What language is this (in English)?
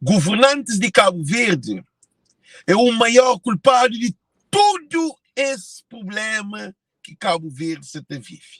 Kabuverdianu